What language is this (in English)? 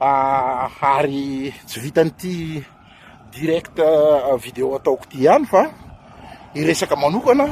Malagasy